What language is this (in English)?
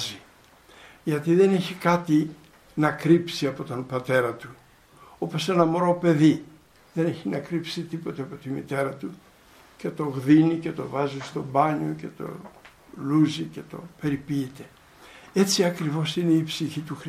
Greek